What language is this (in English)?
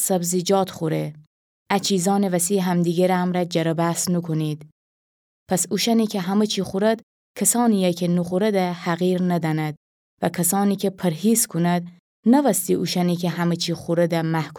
Gilaki